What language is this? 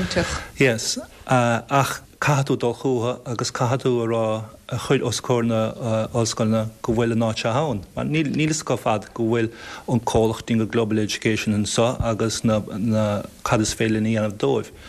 Irish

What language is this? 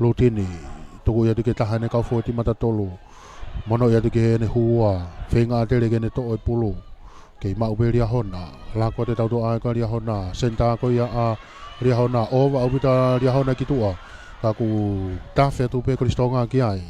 Tongan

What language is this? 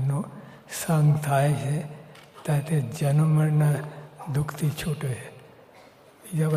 Gujarati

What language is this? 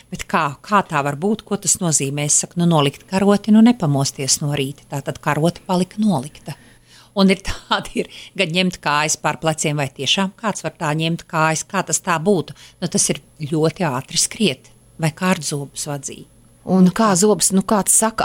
Latvian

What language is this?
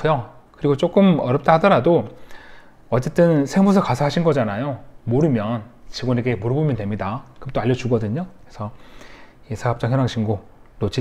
Korean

